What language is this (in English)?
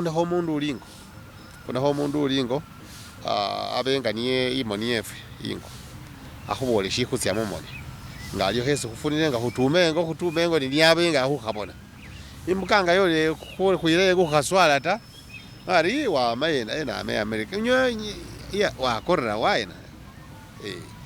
Masaaba